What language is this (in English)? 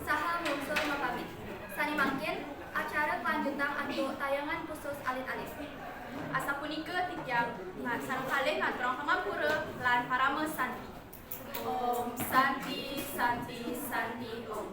Balinese